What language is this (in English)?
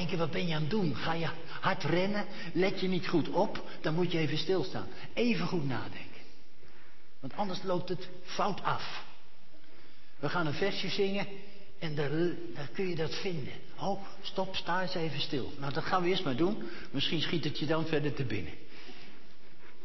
Dutch